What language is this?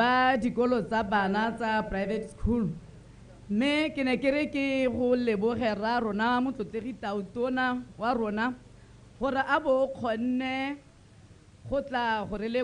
Tswana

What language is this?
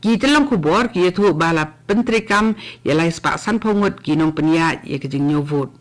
Khasi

